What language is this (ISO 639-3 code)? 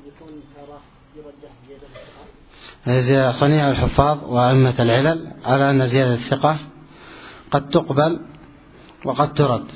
ara